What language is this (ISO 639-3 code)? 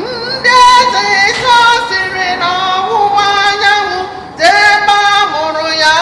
ibo